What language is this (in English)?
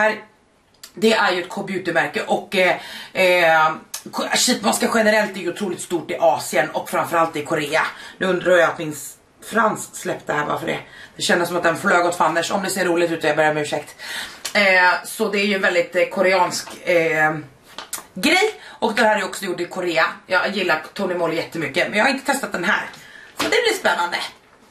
Swedish